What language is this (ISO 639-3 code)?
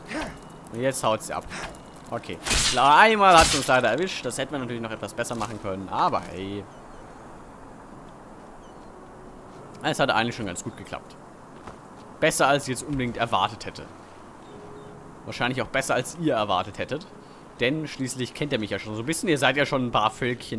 deu